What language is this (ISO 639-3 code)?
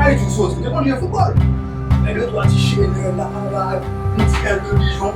hat